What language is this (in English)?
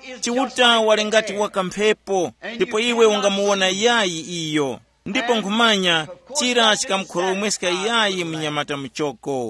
Tumbuka